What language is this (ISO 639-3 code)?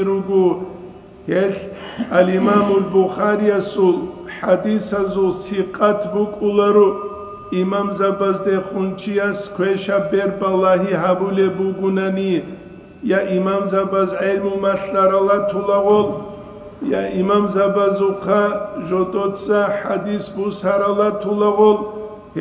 ava